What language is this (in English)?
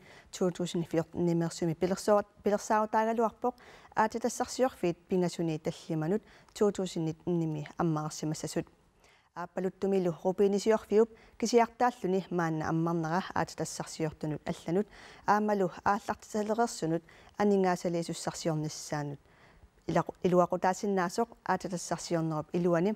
Kalaallisut